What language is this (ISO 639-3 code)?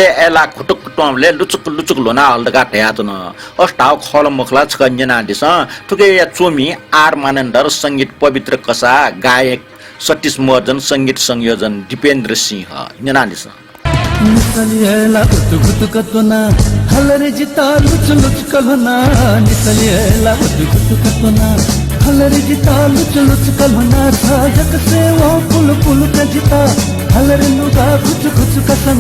new